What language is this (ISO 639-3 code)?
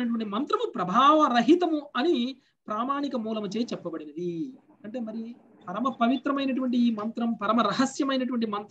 tel